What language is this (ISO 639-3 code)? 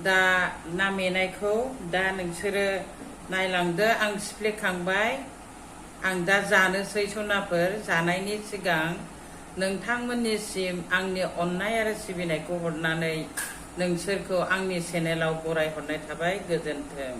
brx